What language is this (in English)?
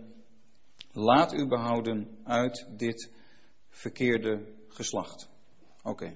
Dutch